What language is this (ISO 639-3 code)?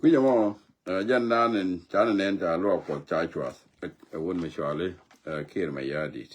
nus